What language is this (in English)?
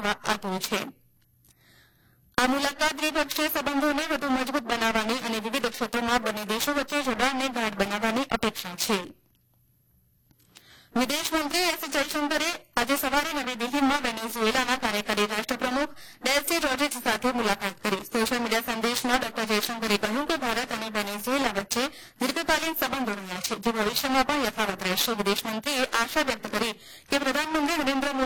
Gujarati